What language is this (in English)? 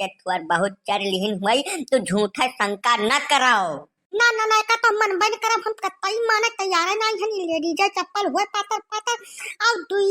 Awadhi